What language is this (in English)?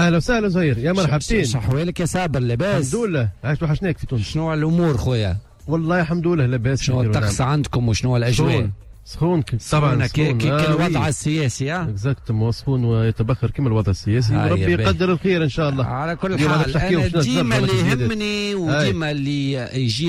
Tunisian Arabic